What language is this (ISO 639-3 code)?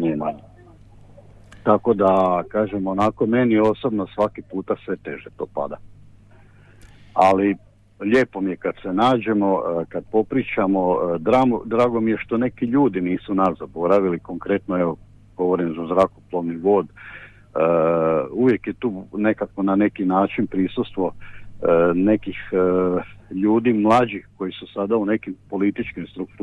hrv